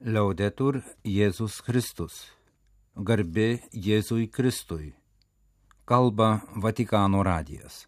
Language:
Lithuanian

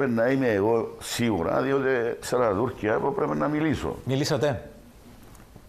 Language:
Greek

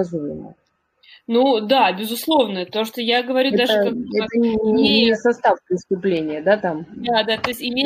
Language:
Russian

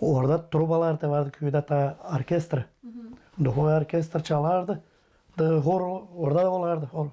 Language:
Gagauz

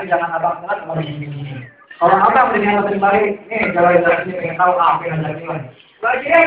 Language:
Betawi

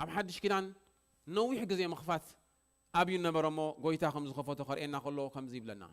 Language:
Tigrinya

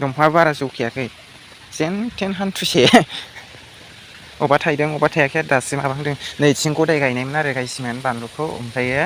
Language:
Bodo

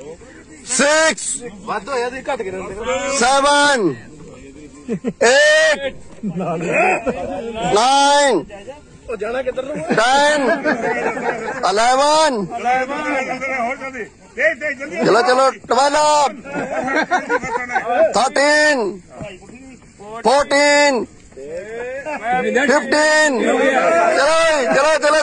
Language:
Punjabi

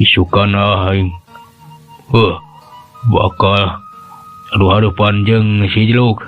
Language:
Sundanese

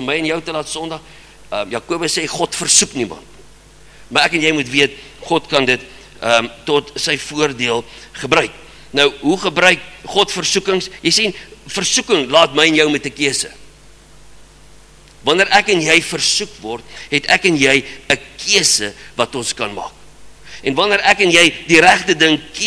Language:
Afrikaans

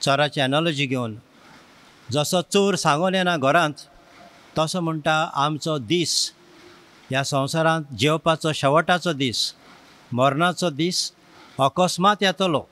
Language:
Konkani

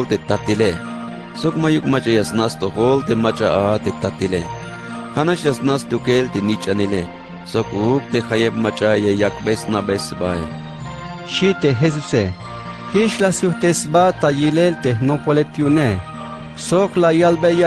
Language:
Tzeltal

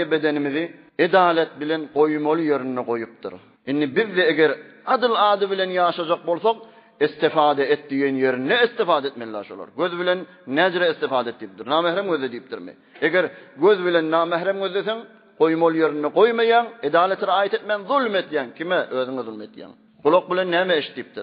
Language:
Turkmen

